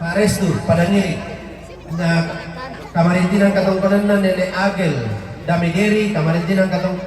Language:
Toraja-Sa'dan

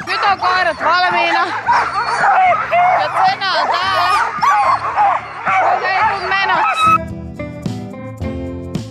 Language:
Finnish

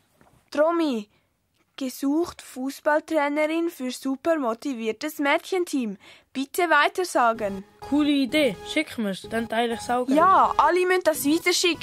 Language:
Swiss German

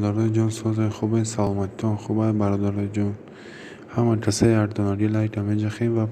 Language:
Tajik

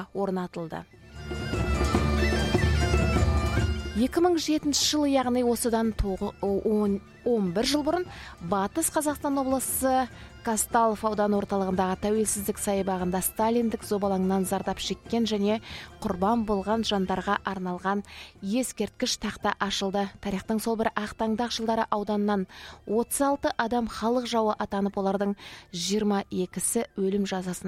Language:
Kazakh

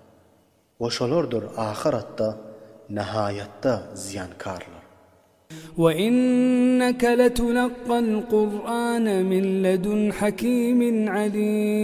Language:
Turkmen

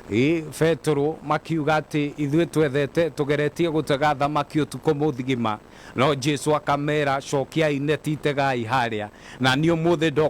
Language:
Kikuyu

